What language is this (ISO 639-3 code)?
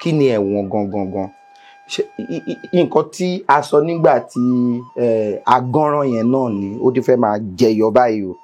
yor